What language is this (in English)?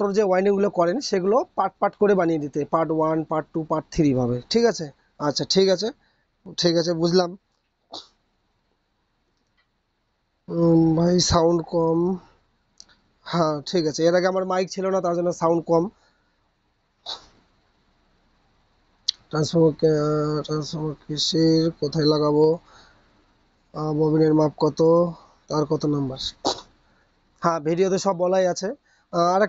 Bangla